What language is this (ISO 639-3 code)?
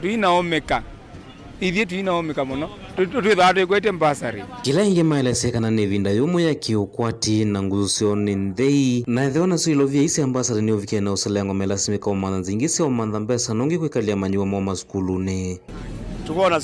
kam